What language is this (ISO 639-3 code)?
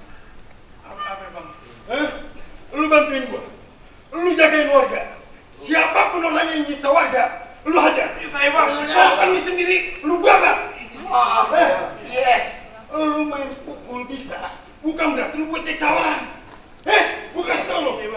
bew